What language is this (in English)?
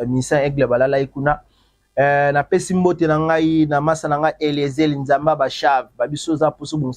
Lingala